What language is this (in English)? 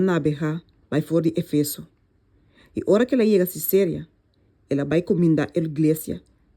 Papiamento